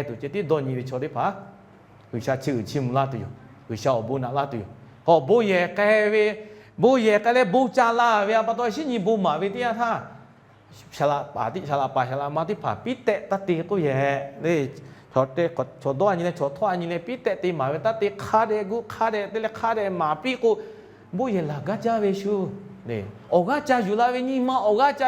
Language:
Lahu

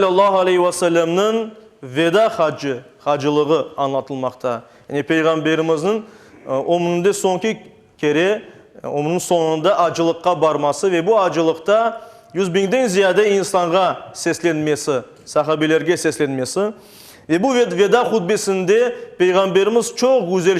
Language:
Crimean Tatar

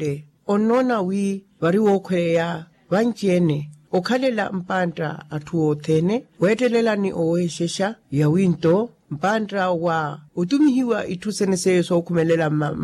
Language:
Makhuwa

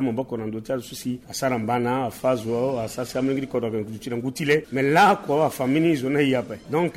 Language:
Sango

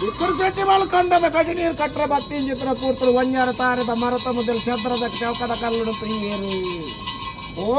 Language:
Tulu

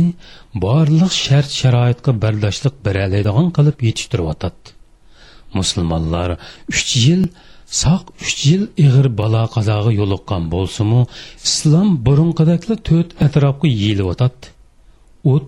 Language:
Uyghur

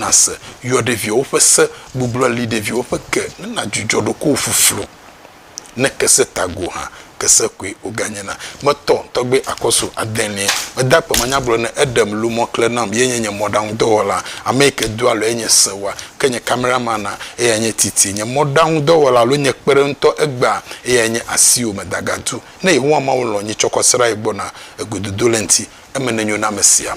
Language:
Ewe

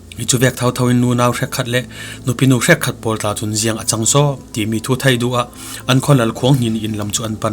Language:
Falam Chin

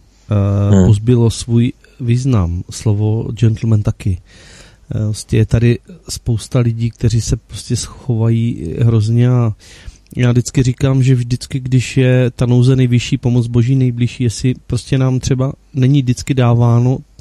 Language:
Czech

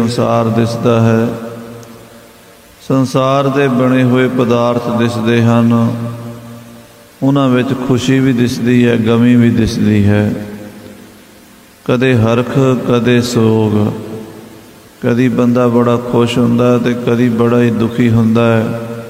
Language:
Punjabi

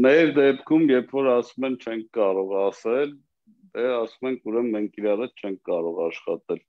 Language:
Armenian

